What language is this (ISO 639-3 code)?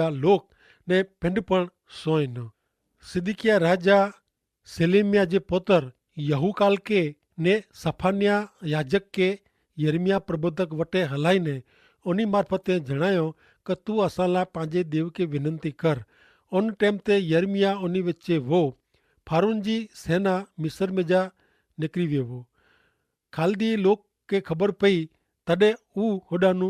kfr